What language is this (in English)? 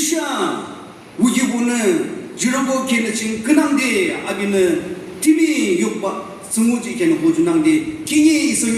Naga Pidgin